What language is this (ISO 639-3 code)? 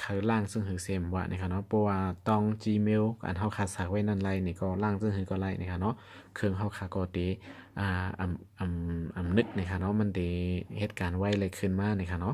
shn